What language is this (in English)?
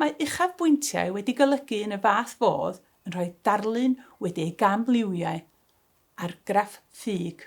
Welsh